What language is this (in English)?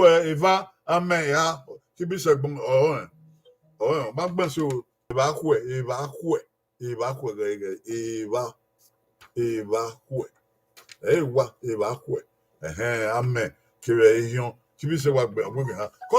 Bini